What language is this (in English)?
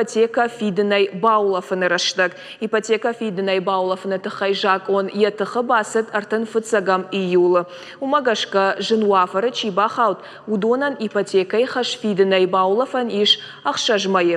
Ossetic